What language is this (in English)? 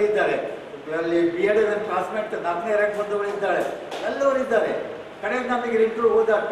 Kannada